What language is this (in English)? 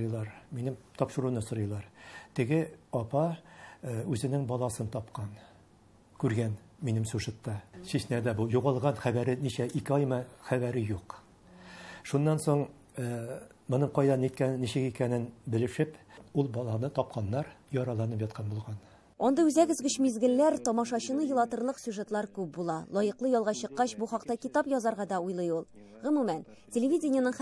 Tatar